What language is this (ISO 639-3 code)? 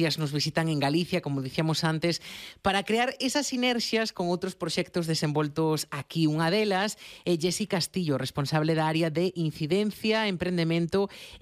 glg